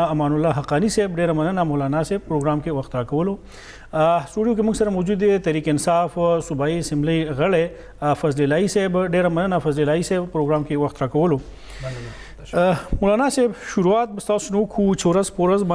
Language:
Pashto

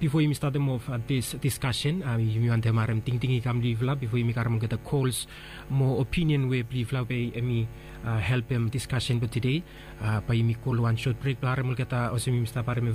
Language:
Bislama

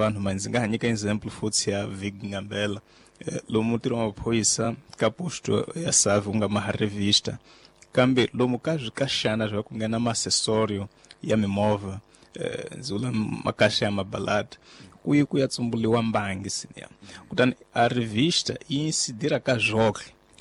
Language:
Tsonga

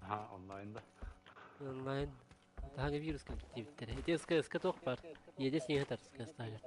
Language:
Yakut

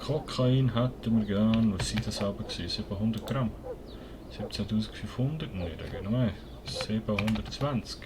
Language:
Swiss German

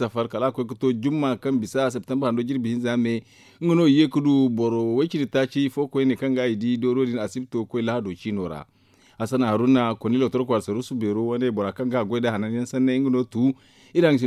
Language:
Zarma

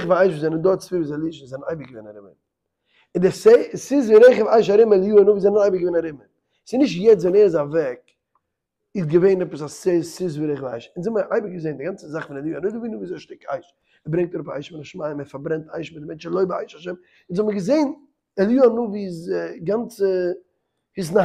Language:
Yiddish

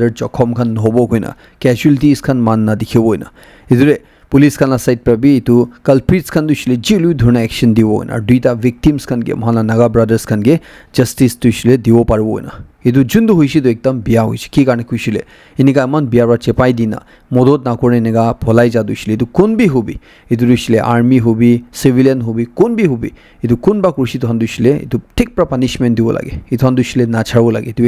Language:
Naga Pidgin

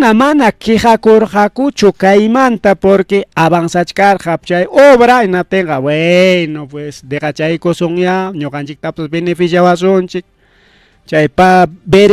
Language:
Ayacucho Quechua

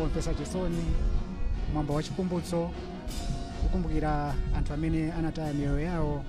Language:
Nyanja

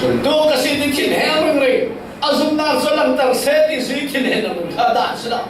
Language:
Falam Chin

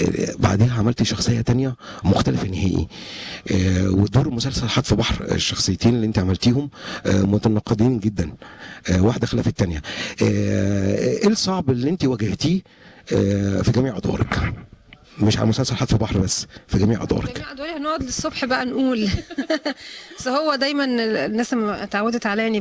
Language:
Egyptian Arabic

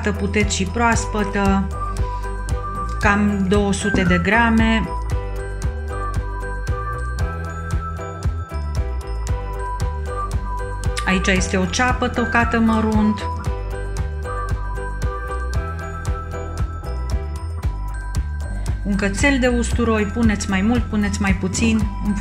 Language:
Romanian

